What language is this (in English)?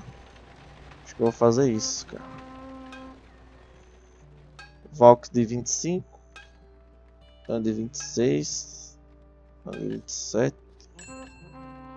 Portuguese